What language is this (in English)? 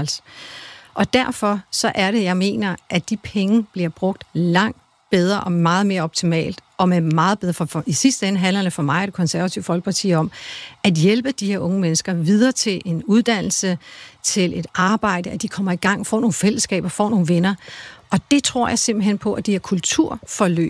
Danish